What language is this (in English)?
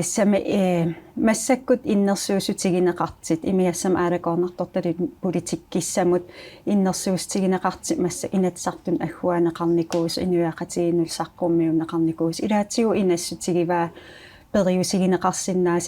Kalaallisut